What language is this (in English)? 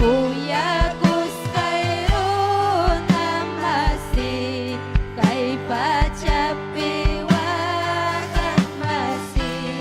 Ayacucho Quechua